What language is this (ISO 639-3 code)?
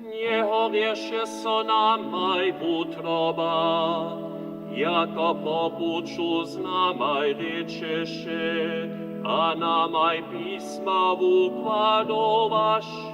hsb